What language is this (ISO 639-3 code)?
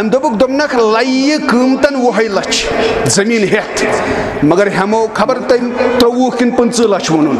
kas